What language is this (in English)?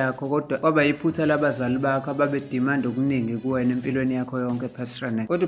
Zulu